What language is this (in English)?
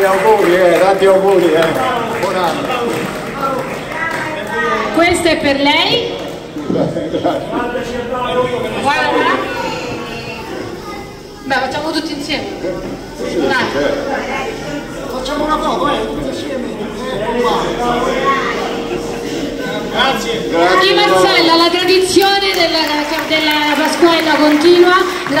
Italian